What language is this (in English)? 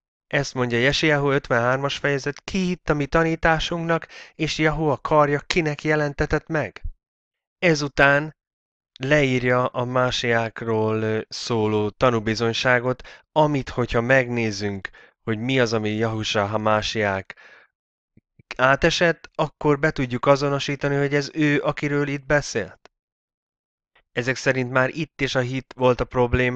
Hungarian